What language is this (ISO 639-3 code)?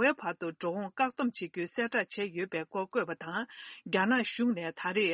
bod